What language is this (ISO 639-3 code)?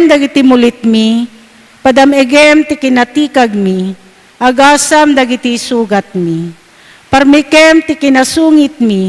ilo